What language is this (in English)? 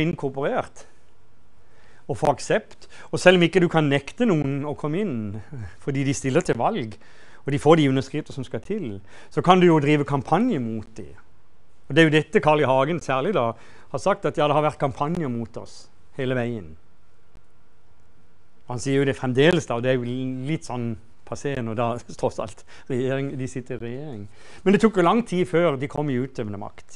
Norwegian